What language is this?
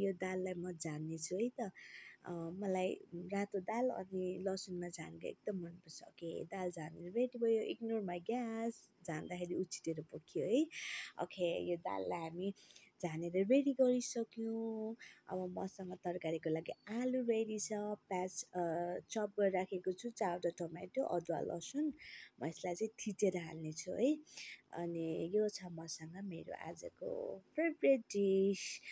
Nepali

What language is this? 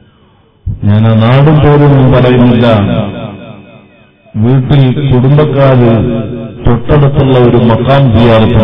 Malayalam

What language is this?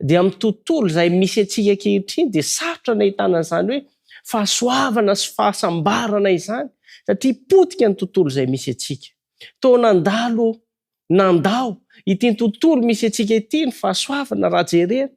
Malagasy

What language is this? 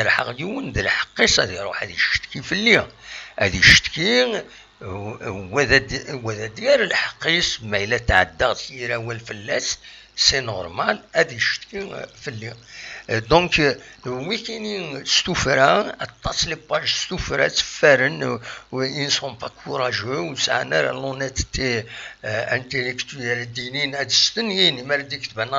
Kabyle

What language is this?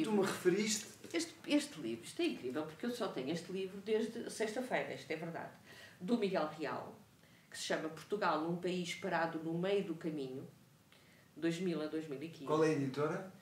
Portuguese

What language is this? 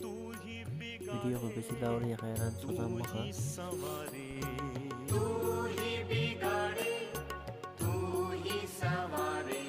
Dimasa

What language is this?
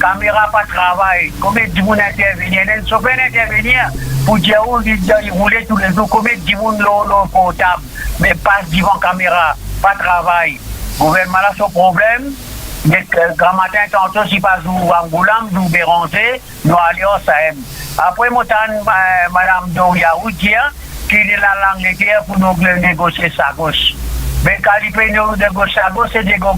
Morisyen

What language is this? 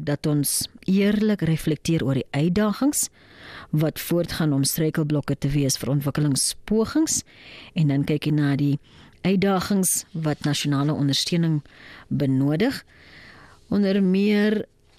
Afrikaans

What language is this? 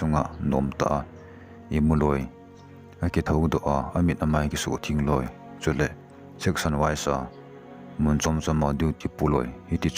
Thado Chin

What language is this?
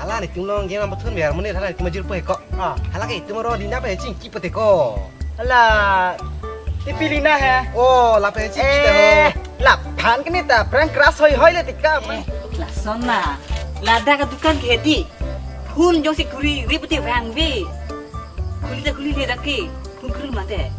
Karbi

